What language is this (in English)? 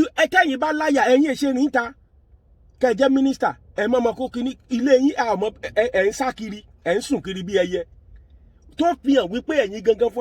Yoruba